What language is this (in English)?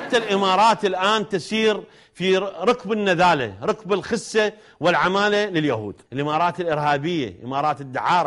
Mesopotamian Arabic